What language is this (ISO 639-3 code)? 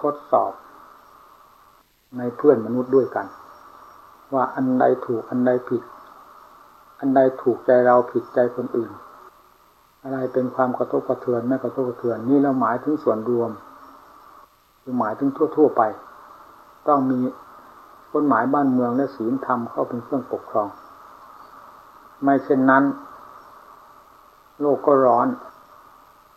tha